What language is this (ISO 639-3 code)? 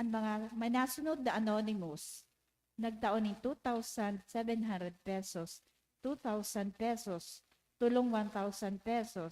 bik